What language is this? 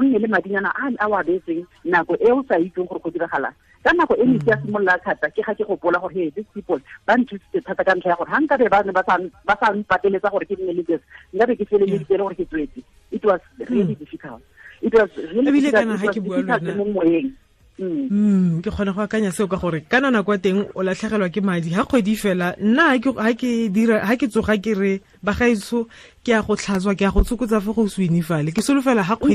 Tswana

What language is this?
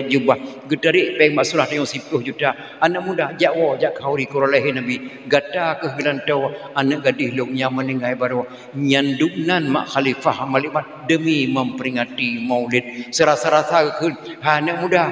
Achinese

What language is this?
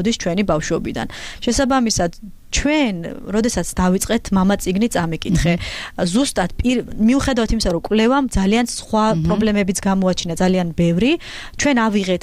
Georgian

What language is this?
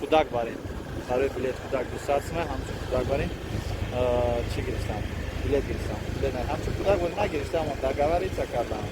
Tajik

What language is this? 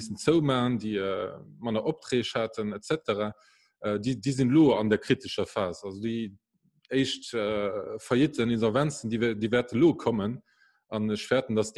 Luxembourgish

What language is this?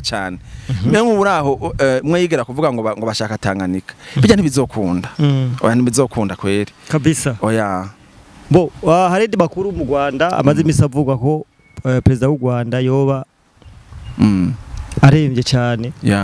Rundi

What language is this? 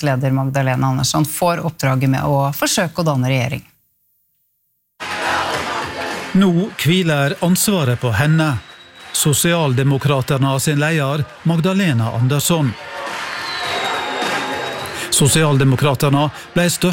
Norwegian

